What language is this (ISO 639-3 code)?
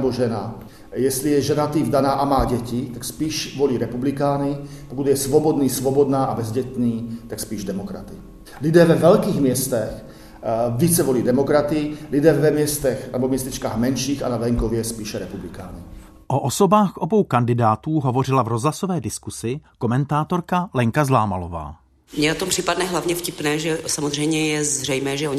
ces